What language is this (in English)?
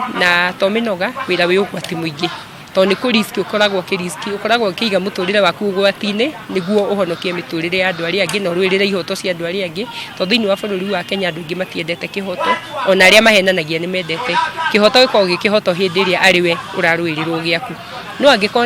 Kikuyu